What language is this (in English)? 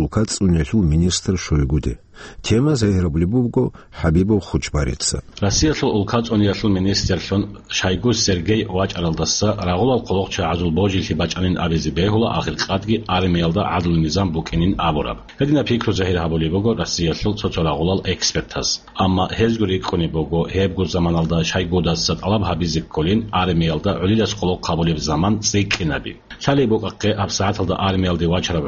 Avaric